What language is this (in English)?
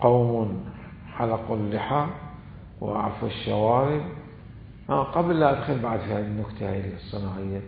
Mesopotamian Arabic